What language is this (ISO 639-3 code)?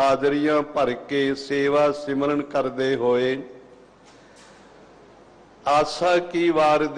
pan